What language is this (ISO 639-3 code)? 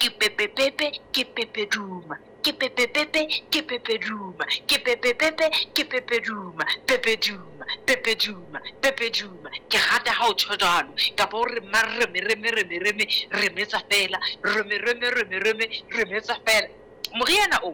sot